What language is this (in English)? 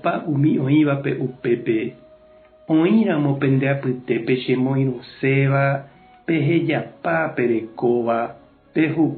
Guarani